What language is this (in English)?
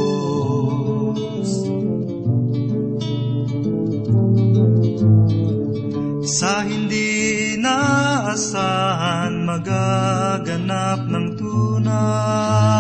Filipino